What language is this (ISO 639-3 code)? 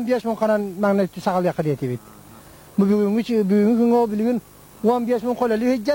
sah